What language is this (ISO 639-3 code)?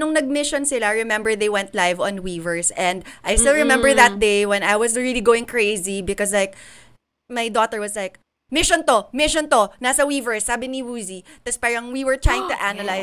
fil